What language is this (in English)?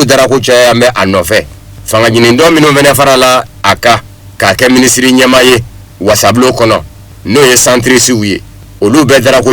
Bambara